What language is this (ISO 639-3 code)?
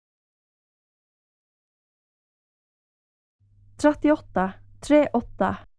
nor